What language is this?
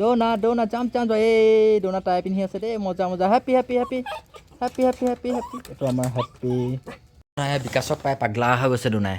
Assamese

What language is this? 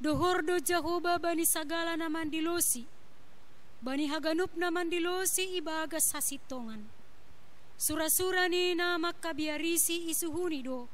Batak Simalungun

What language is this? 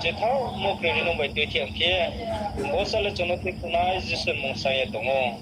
Riang (India)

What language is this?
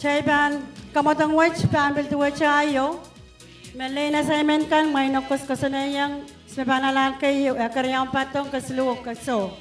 Pohnpeian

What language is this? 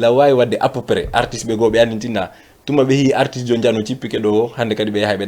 Fula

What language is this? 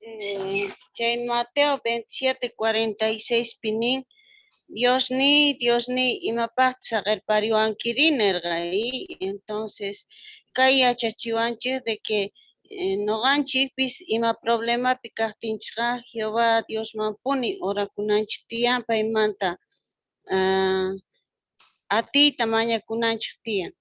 Quechua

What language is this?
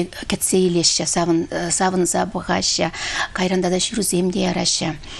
Chuvash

